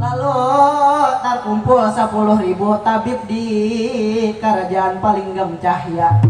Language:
Banjar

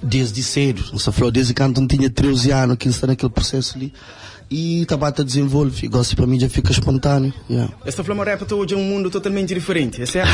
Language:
Kabuverdianu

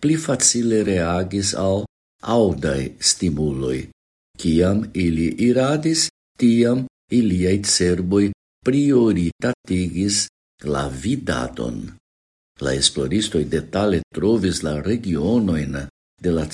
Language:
Esperanto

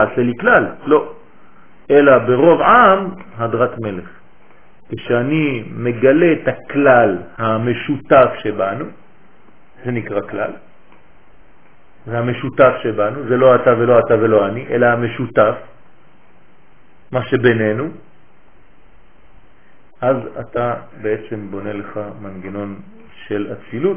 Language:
Hebrew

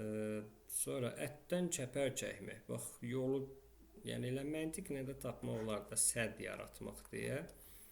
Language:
Azerbaijani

